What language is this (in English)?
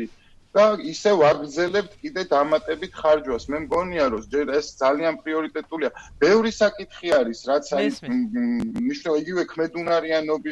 Georgian